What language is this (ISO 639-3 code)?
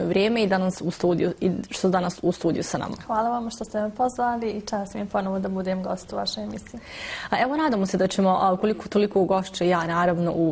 bos